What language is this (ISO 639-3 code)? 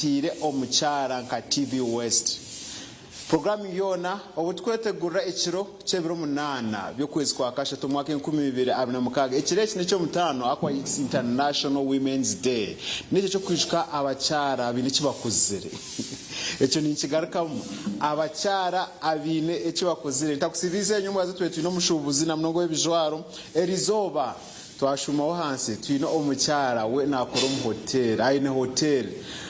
nyn